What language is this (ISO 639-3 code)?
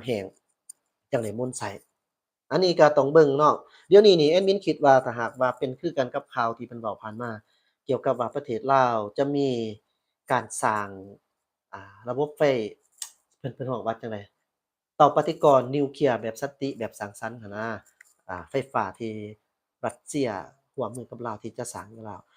lao